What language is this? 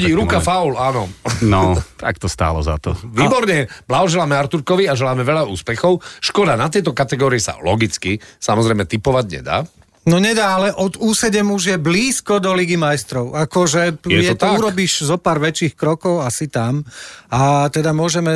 Slovak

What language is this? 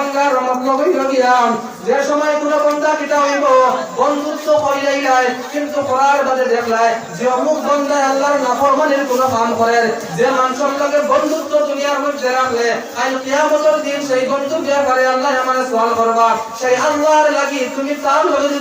Sylheti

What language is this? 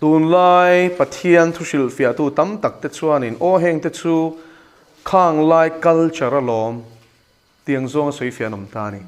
Mizo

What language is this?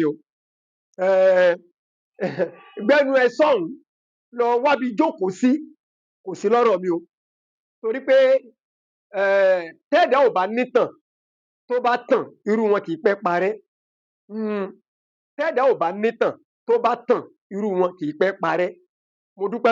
Yoruba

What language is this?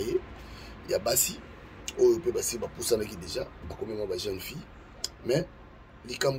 Lingala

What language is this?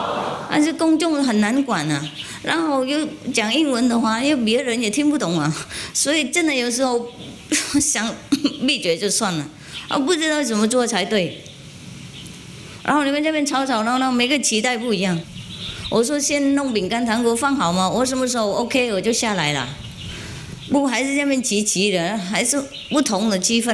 Chinese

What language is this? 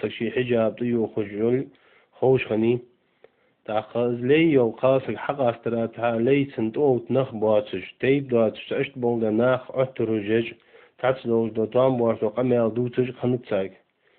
Ingush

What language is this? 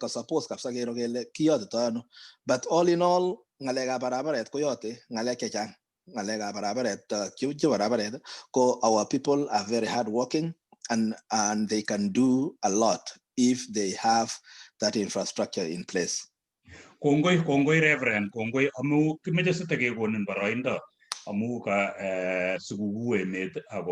Kalenjin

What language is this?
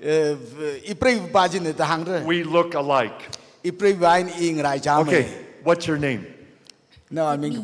Tangkhul Naga (India)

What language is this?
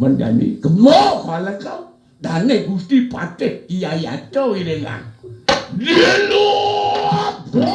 Balinese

